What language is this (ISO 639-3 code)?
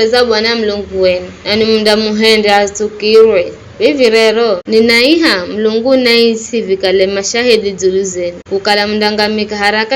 nyf